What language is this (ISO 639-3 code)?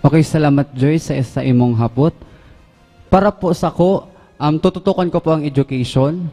bik